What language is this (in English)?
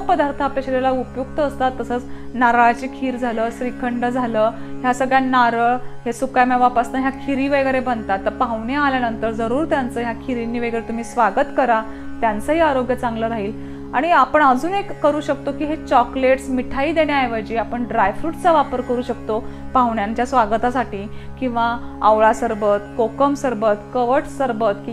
Marathi